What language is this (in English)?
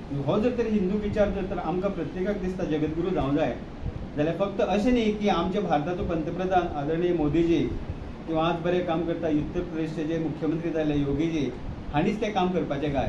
Konkani